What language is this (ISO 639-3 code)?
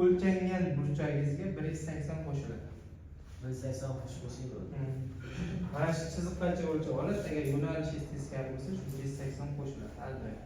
uzb